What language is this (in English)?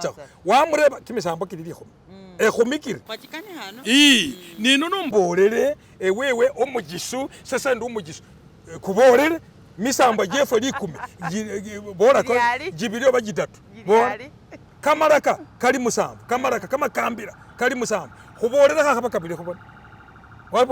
Masaaba